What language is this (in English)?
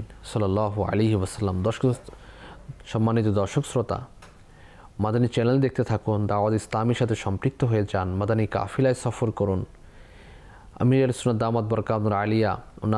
Bangla